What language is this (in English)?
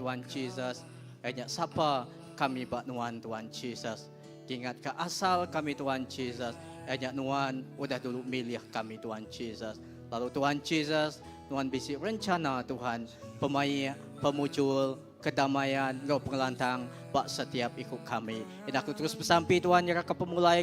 Iban